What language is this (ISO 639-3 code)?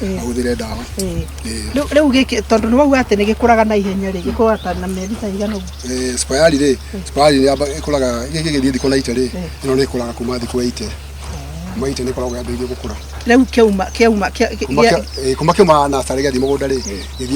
kik